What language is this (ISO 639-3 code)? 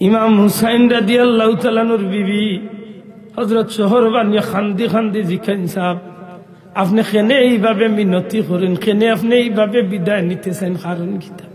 syl